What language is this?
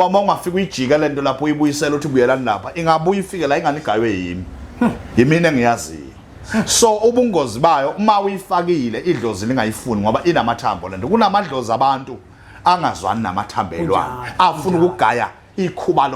Zulu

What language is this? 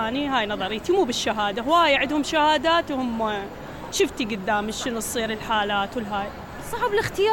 Mesopotamian Arabic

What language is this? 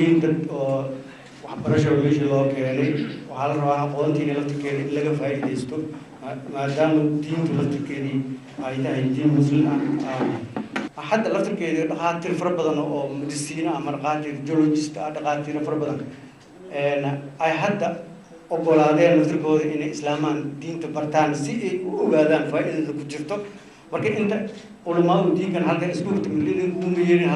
Somali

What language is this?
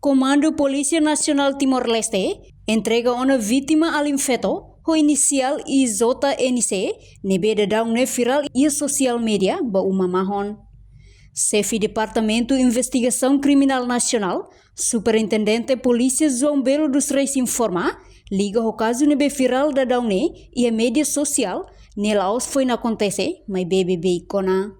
Tetum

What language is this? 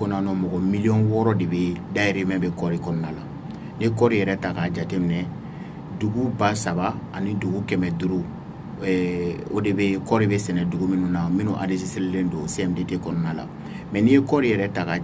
Bambara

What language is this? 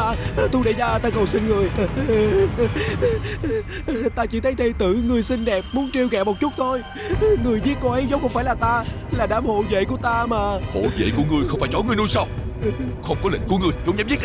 Vietnamese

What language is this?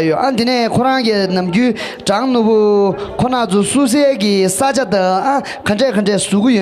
Tibetan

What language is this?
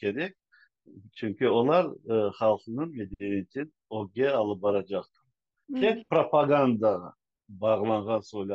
Crimean Tatar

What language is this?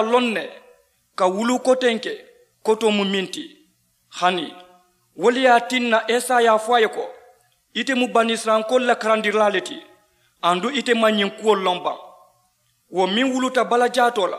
Mandingo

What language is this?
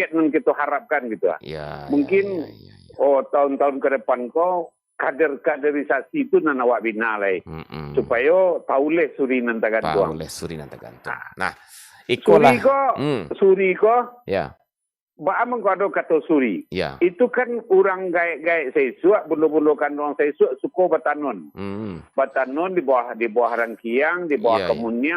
Minangkabau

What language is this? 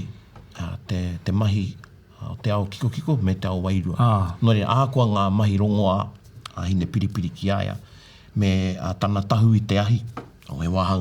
Māori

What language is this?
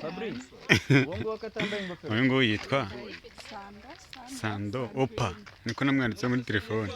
Kinyarwanda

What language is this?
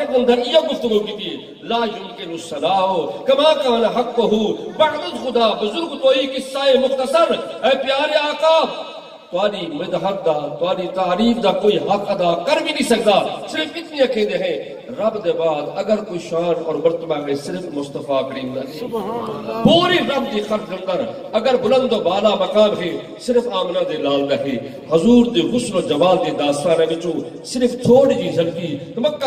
Western Panjabi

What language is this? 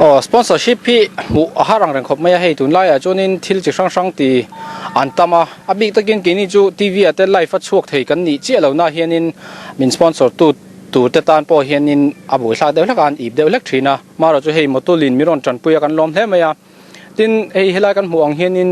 Mizo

